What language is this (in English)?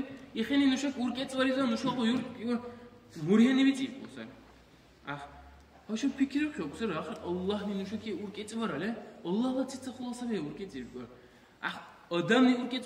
Dargwa